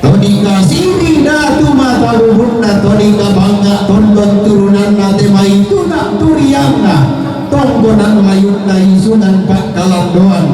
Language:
Toraja-Sa'dan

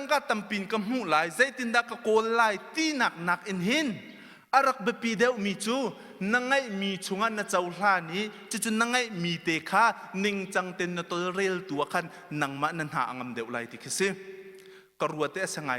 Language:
Hakha Chin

